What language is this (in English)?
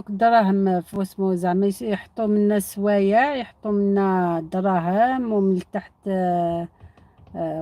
Algerian Arabic